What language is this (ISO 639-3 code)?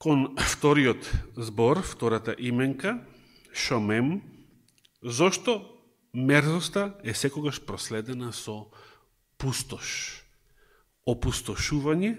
mkd